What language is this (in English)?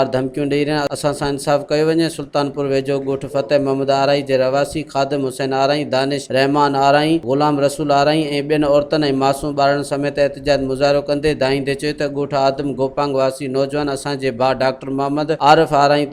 Sindhi